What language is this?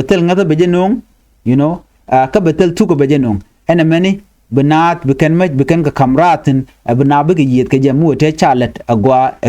Nuer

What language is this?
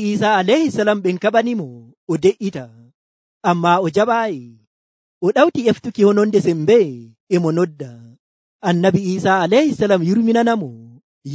Nigerian Fulfulde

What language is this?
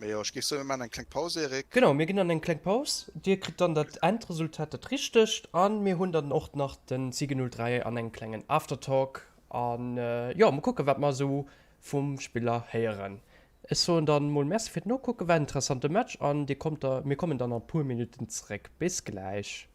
Luxembourgish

